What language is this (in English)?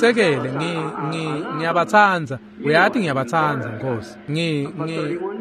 Swati